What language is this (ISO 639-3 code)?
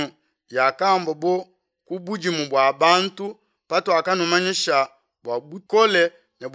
lua